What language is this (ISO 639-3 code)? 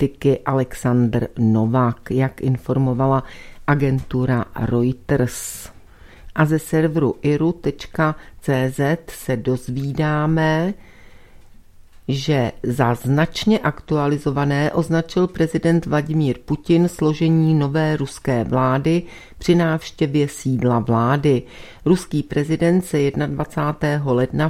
ces